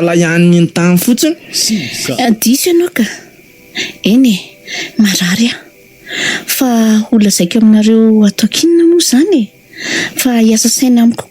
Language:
Malagasy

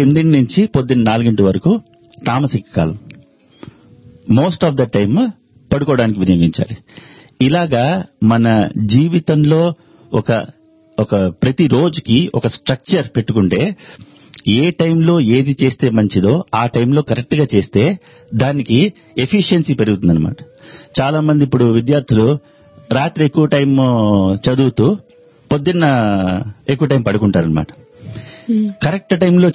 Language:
Telugu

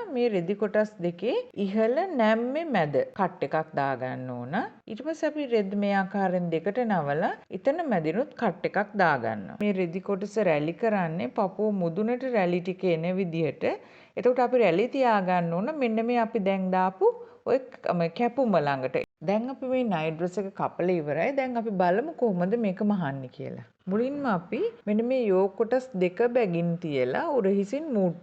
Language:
Sinhala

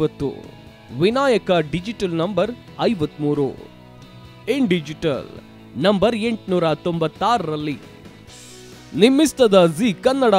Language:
Kannada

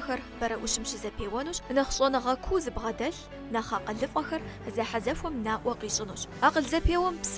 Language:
Kabardian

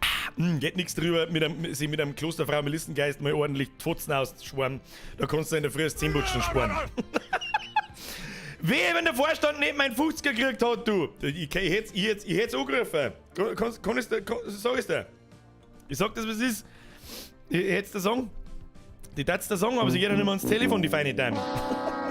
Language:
Bavarian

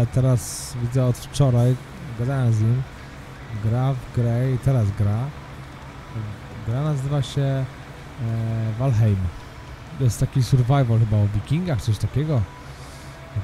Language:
Polish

